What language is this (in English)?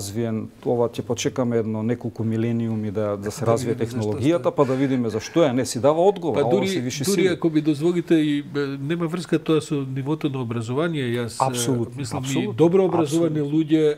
Macedonian